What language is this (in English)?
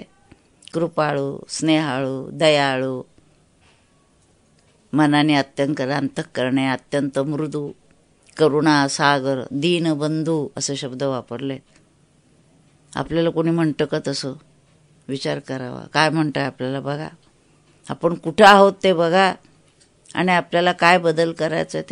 Marathi